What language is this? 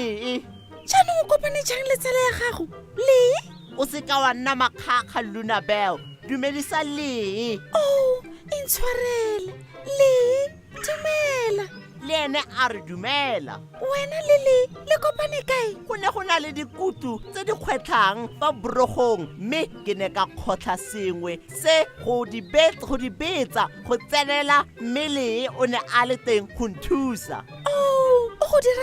Tswana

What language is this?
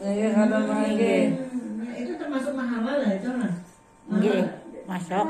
Banjar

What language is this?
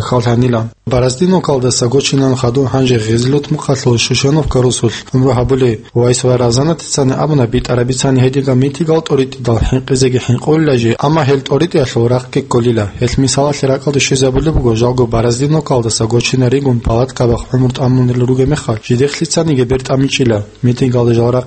Avaric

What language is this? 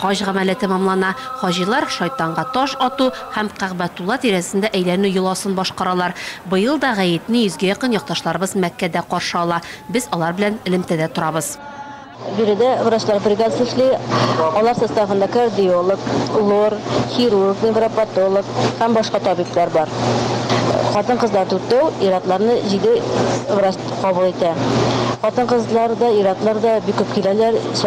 Tatar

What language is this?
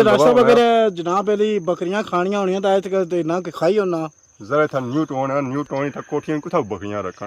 Pahari-Potwari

